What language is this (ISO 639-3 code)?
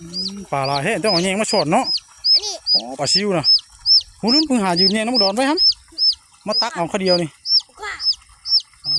tts